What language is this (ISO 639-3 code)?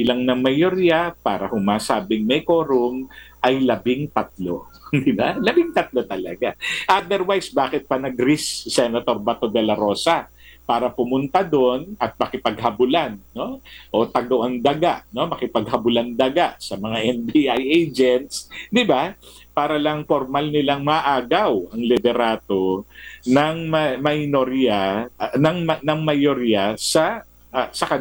fil